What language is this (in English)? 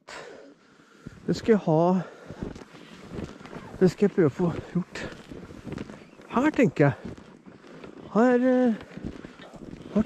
Norwegian